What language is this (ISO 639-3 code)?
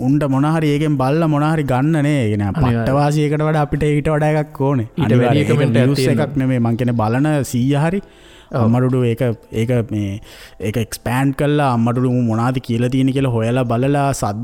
sin